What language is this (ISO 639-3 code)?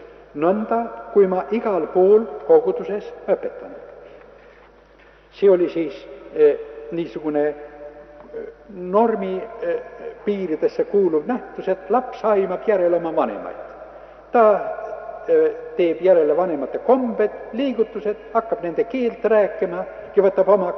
est